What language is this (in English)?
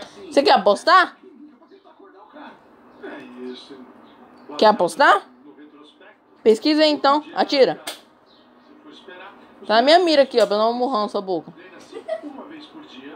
Portuguese